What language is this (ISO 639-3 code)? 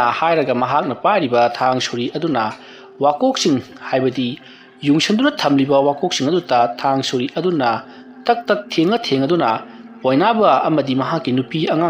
mni